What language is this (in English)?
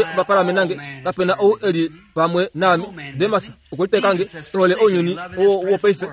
Kuanyama